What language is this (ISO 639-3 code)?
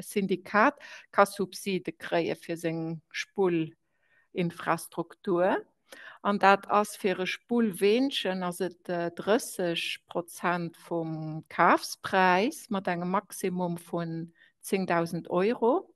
ltz